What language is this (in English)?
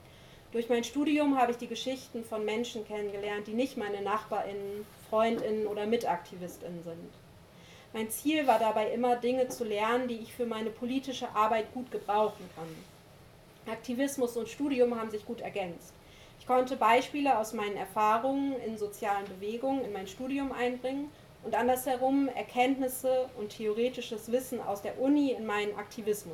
German